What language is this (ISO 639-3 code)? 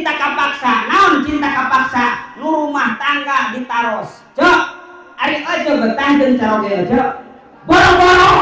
sun